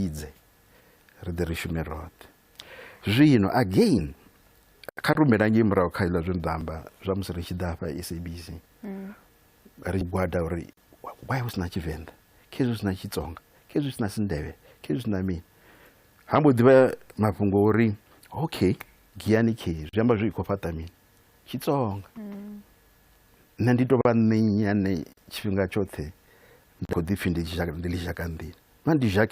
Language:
Venda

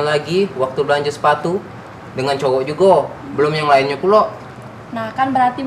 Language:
Musi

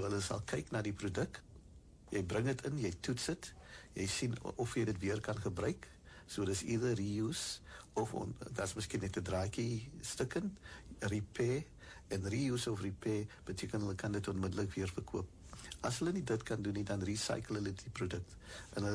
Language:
Afrikaans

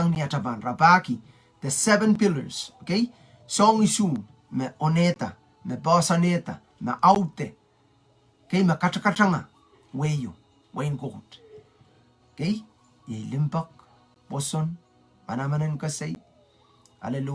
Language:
Pohnpeian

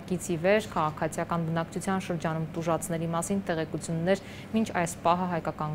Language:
Armenian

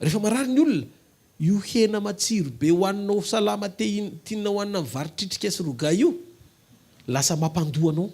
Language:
Malagasy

